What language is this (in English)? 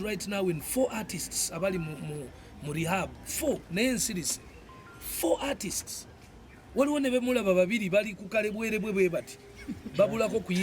Ganda